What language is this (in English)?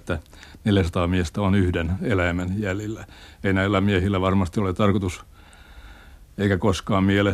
Finnish